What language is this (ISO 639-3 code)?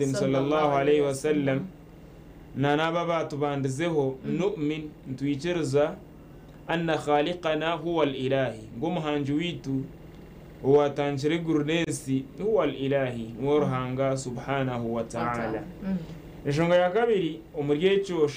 nyn